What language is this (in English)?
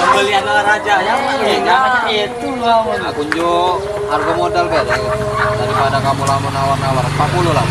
Musi